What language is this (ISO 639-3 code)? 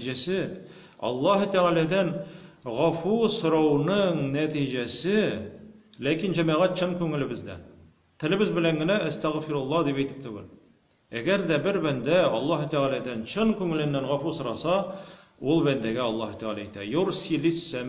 tat